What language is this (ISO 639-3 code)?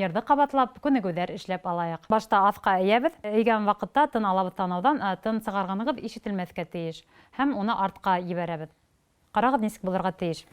bak